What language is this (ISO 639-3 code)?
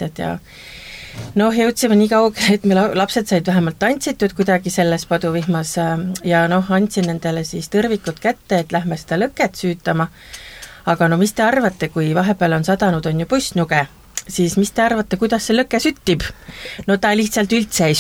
est